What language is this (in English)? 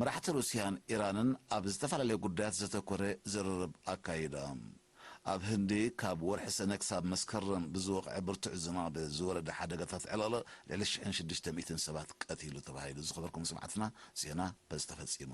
Tigrinya